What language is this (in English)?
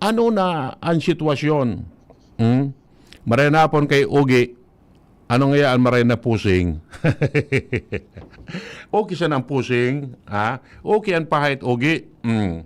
Bikol